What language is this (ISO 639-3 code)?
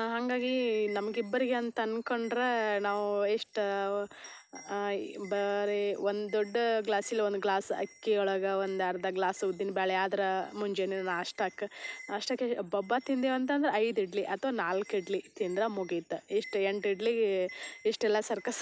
kan